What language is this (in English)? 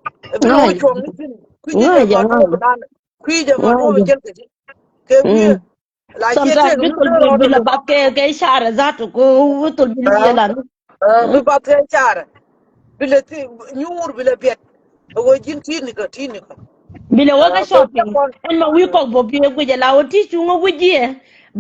Nuer